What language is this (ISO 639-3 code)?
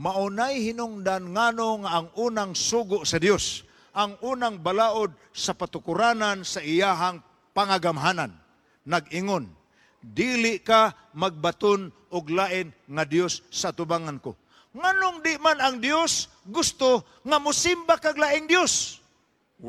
ceb